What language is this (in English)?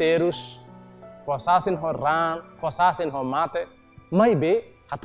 Tetum